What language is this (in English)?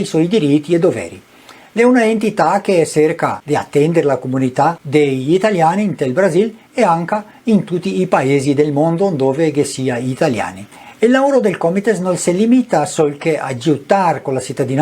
Venetian